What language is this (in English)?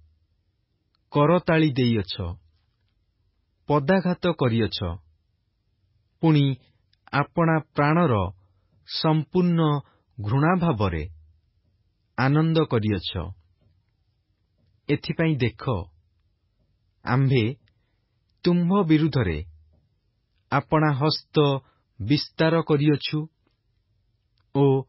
Odia